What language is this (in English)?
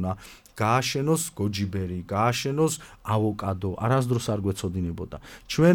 Georgian